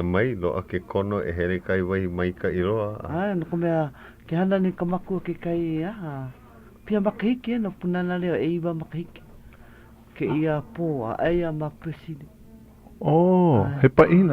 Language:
Hawaiian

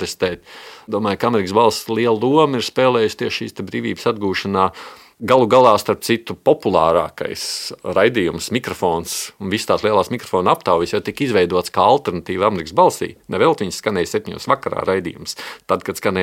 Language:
Latvian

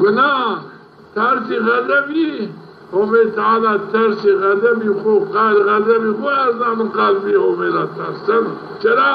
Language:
Zaza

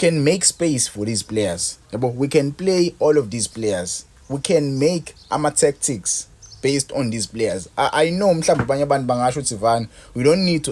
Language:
Zulu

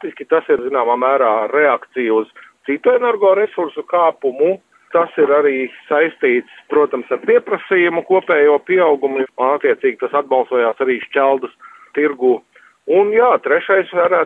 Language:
Latvian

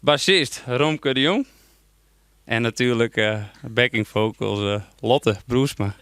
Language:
Western Frisian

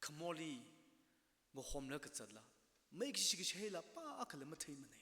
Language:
Tangkhul Naga (India)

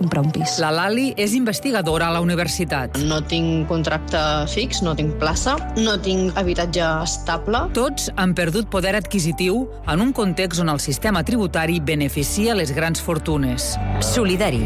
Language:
Catalan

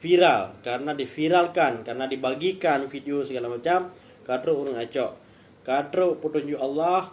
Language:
Achinese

